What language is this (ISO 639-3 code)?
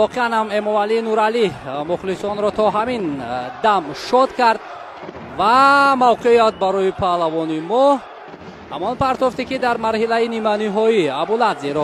tgk